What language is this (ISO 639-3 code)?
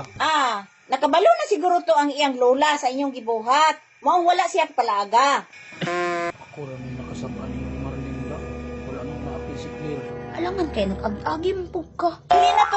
ceb